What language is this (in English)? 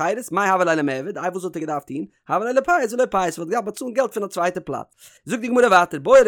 Yiddish